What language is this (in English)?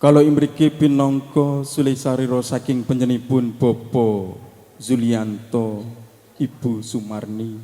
Javanese